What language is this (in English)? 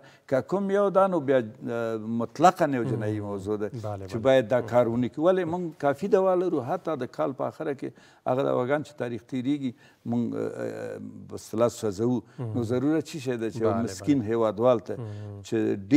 Pashto